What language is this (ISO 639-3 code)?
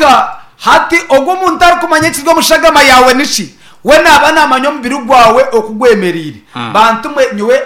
nyn